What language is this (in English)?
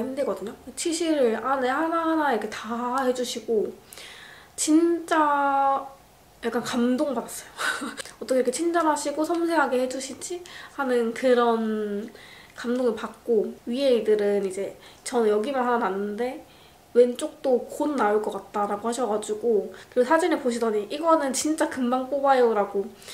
Korean